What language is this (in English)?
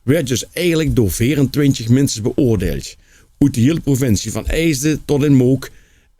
Limburgish